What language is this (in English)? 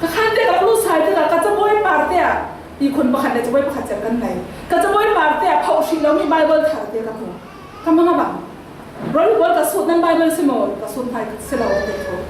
Falam Chin